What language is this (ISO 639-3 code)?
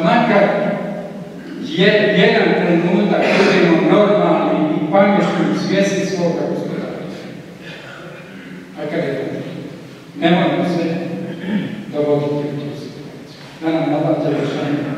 bos